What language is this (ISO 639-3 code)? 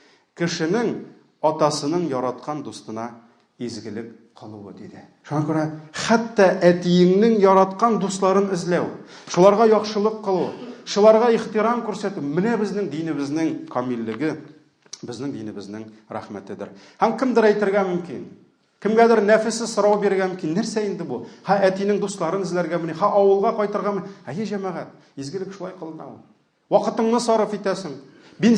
tat